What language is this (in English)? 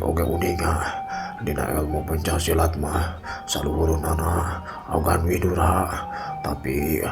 Sundanese